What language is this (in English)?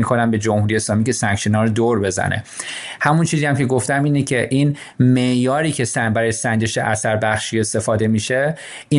Persian